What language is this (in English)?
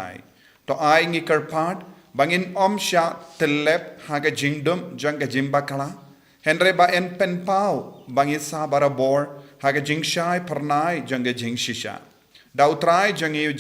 Khasi